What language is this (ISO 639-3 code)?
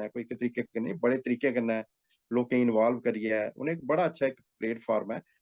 doi